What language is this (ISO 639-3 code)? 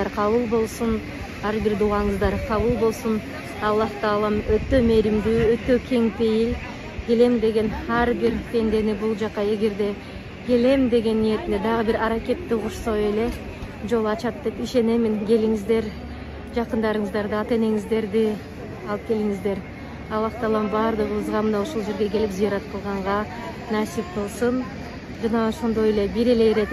kir